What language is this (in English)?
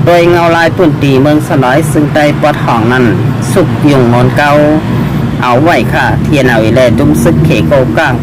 Shan